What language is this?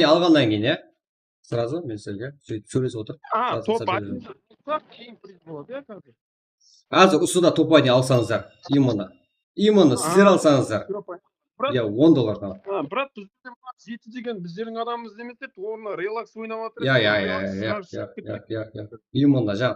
Kara-Kalpak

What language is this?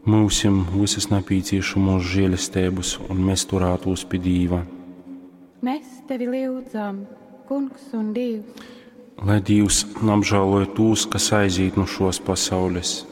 Latgalian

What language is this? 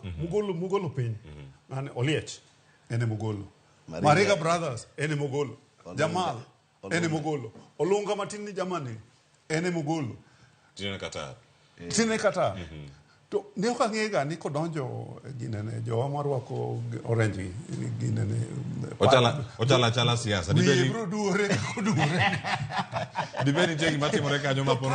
Luo (Kenya and Tanzania)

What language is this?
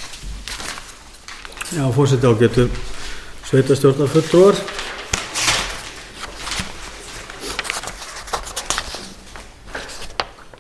Icelandic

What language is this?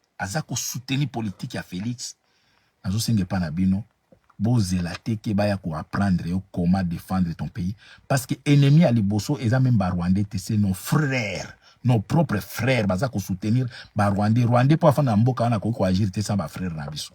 Lingala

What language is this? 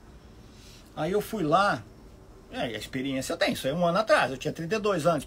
Portuguese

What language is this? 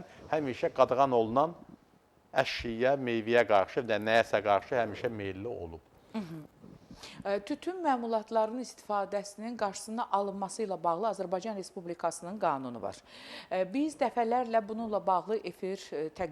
Azerbaijani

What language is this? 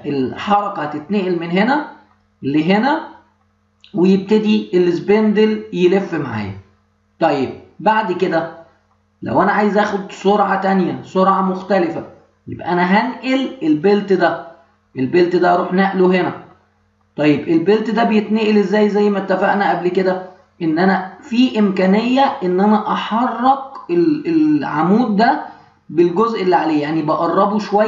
Egyptian Arabic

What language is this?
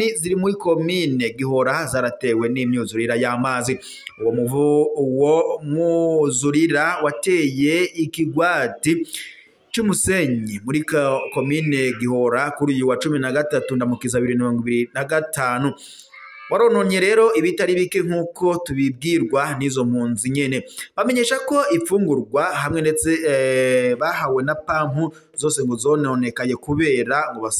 Rundi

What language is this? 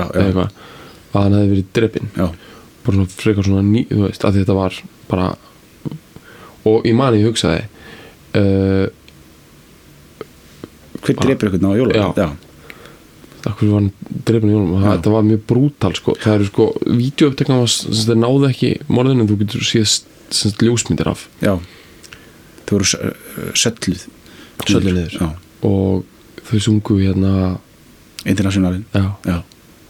Icelandic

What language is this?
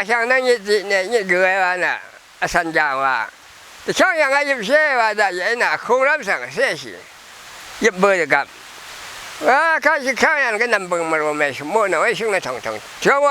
Rawang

